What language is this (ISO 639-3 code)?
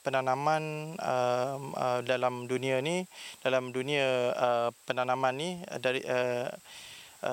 msa